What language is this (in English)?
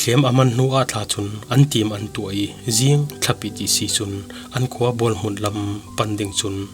Falam Chin